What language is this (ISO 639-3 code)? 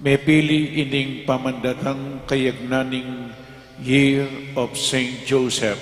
pam